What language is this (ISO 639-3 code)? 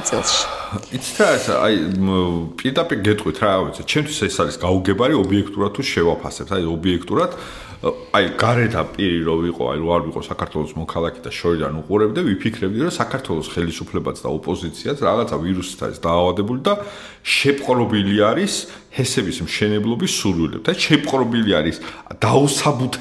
kat